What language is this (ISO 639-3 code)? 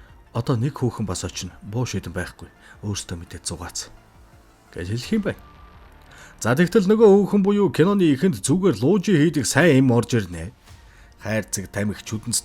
mon